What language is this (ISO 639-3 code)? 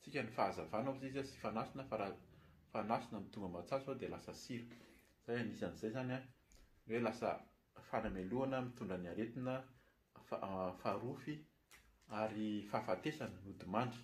mlg